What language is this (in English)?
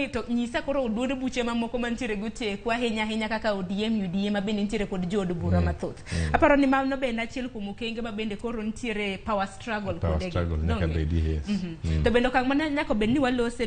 Luo (Kenya and Tanzania)